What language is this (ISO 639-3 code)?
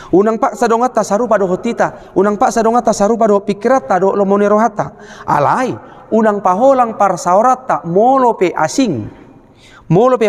bbc